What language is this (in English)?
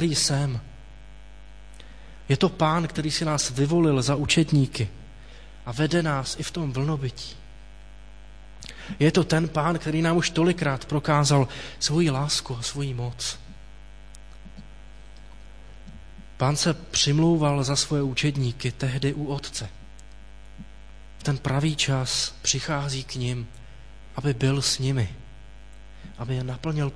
Czech